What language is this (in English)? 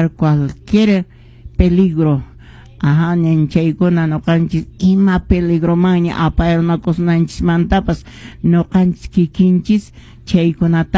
Quechua